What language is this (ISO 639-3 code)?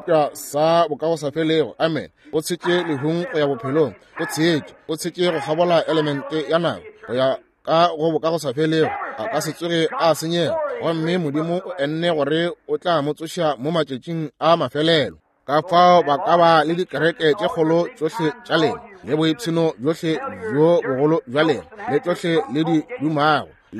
nso